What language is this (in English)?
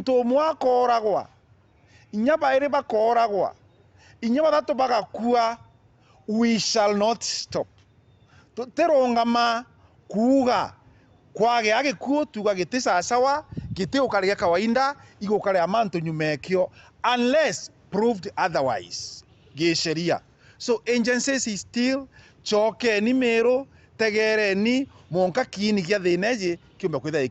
Meru